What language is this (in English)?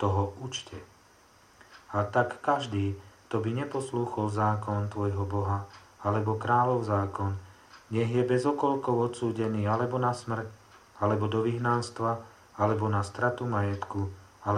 Slovak